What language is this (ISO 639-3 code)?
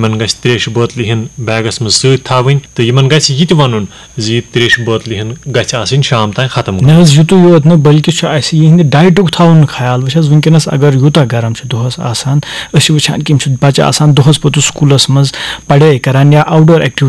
kas